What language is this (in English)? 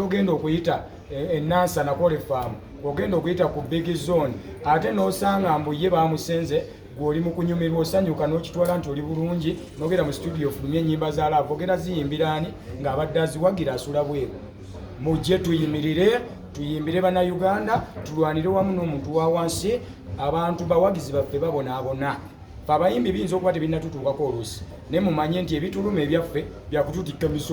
Ganda